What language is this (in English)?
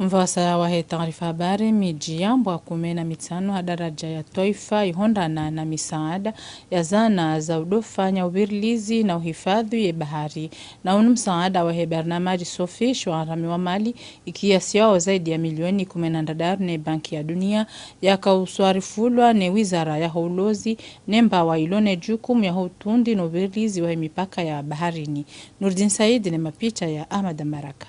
Ngazidja Comorian